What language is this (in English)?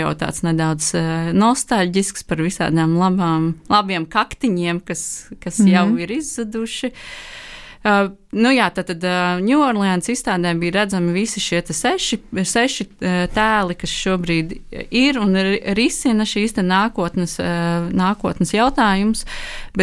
Latvian